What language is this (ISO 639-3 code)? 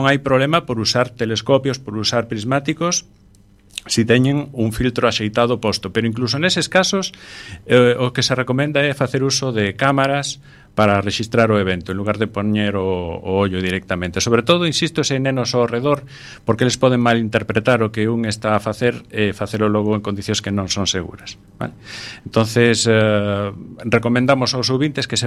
glg